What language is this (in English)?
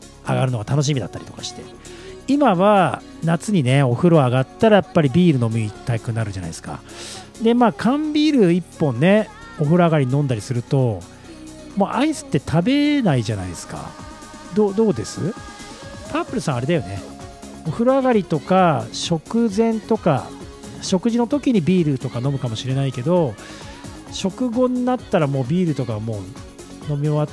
Japanese